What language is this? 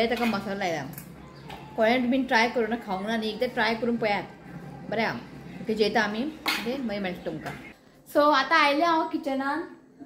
Konkani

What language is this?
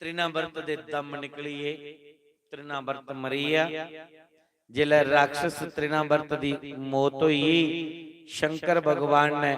Dogri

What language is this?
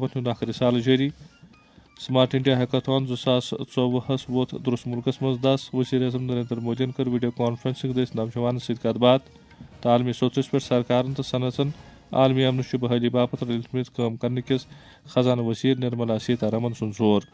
Kashmiri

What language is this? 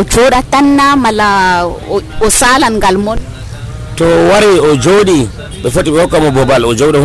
Nigerian Fulfulde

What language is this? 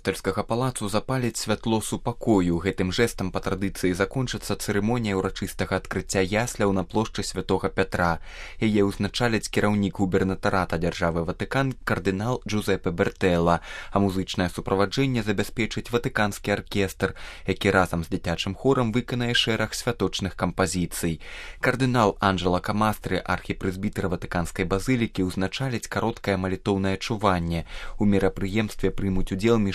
Belarusian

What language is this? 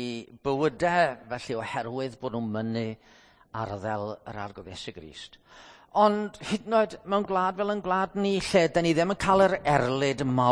Welsh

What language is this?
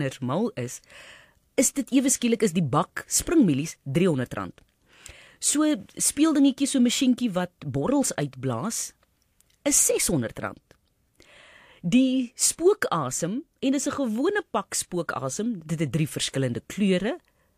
Afrikaans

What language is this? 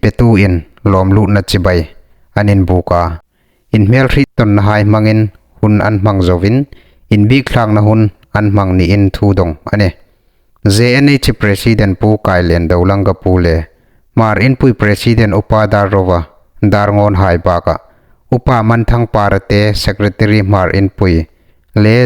Hmar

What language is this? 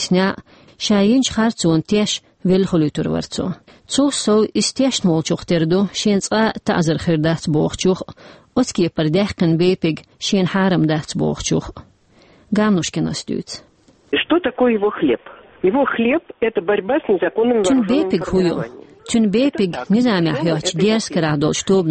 Chechen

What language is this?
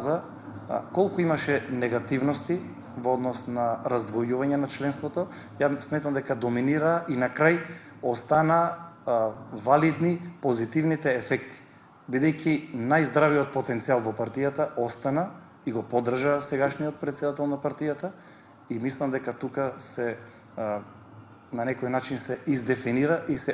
Macedonian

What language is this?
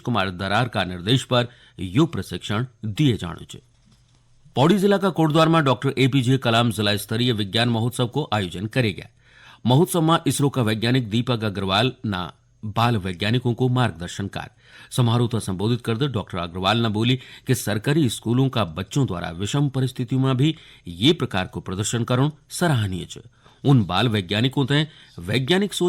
Garhwali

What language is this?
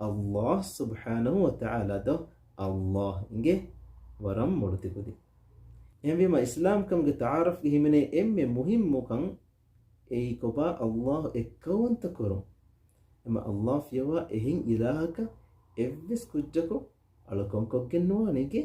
Divehi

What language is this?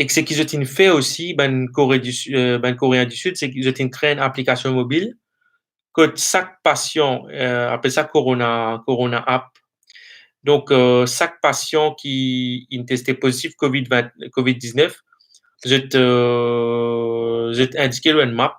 Morisyen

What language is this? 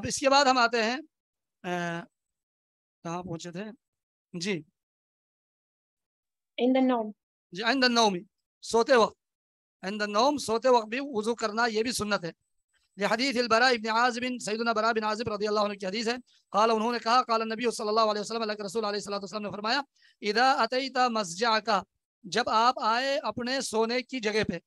Urdu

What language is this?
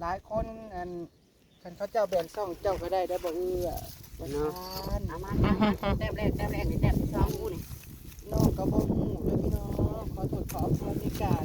Northeastern Thai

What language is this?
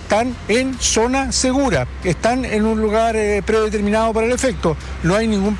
Spanish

